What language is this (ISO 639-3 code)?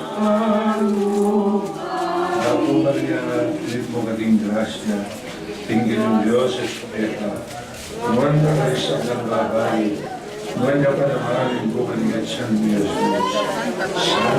pam